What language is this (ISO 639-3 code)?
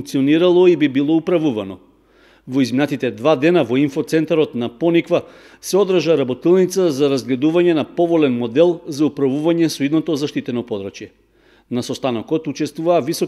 mkd